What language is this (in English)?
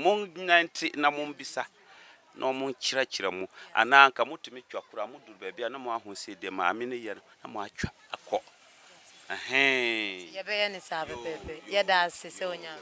Akan